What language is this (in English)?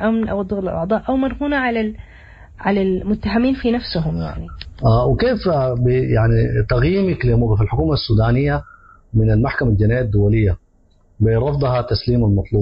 Sudanese Arabic